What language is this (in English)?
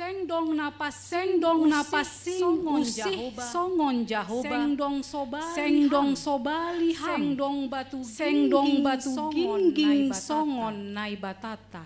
Batak Simalungun